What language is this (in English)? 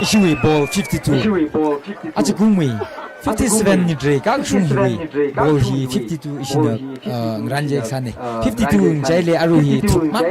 Tangkhul Naga (India)